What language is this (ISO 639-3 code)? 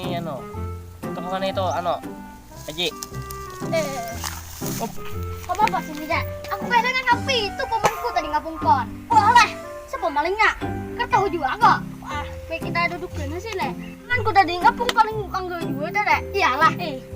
bjn